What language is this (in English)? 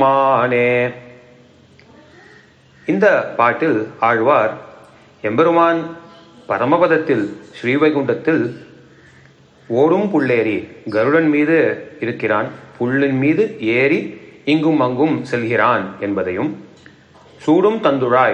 Tamil